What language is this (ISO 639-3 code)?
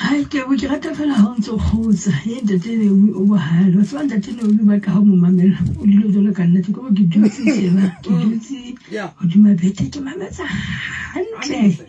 sot